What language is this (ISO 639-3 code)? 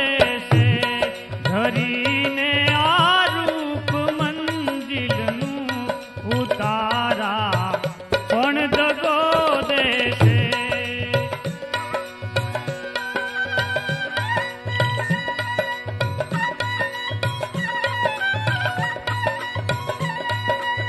guj